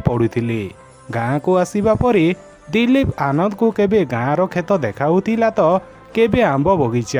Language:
Odia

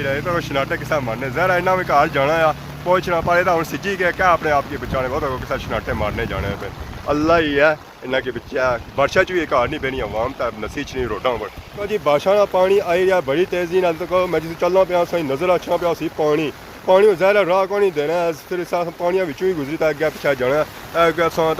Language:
Pahari-Potwari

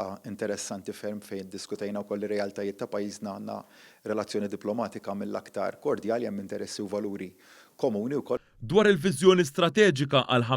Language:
Maltese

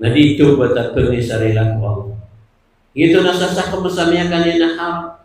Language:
Maranao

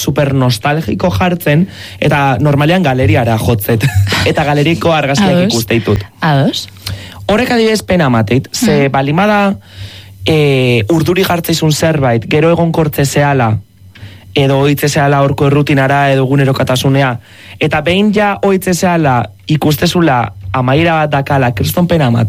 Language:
Basque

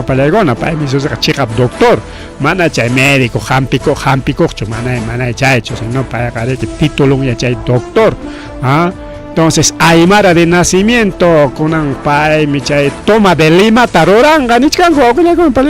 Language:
Ayacucho Quechua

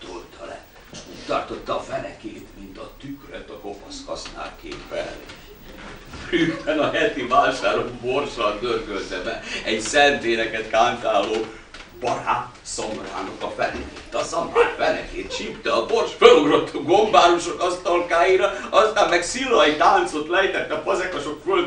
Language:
Hungarian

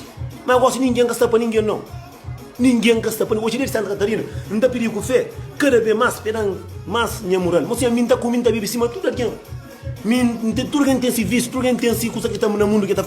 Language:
Kabuverdianu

